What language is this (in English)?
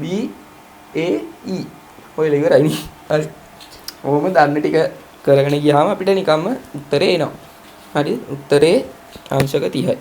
Sinhala